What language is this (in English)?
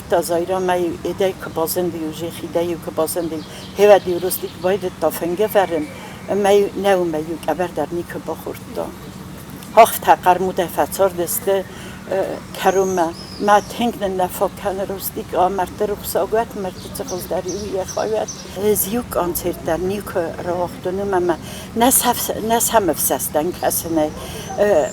Ossetic